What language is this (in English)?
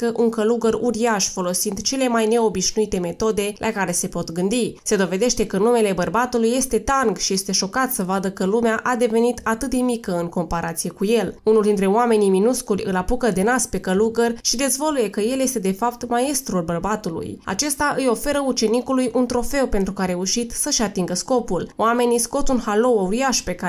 Romanian